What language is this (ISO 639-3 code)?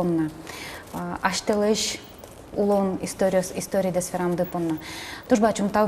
udm